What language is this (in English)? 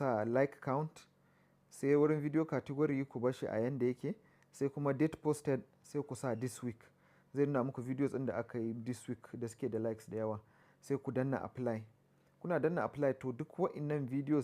Hausa